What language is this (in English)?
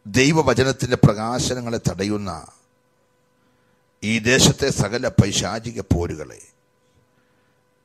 Malayalam